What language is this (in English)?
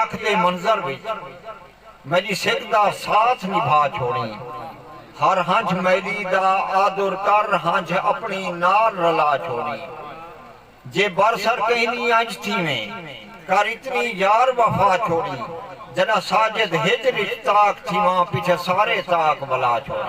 Saraiki